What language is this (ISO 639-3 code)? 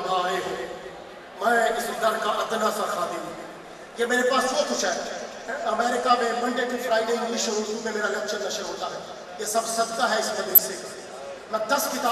urd